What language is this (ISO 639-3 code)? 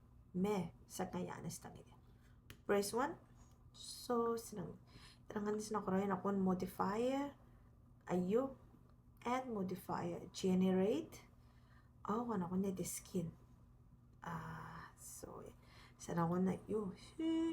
gil